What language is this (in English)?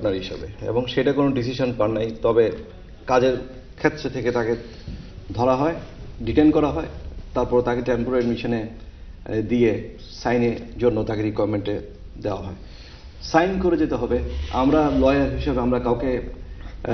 Bangla